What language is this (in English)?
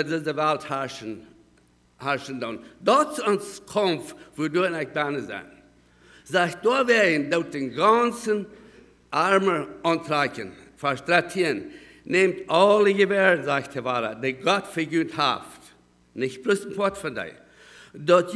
Plautdietsch